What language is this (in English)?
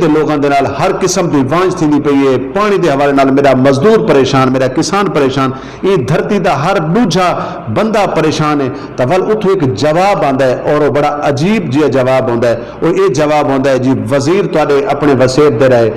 Saraiki